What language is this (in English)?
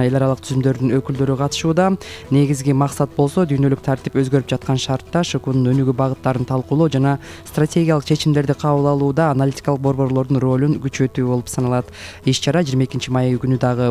Kyrgyz